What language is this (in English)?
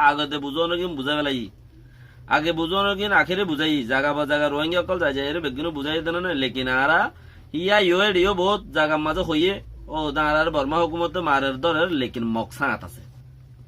Rohingya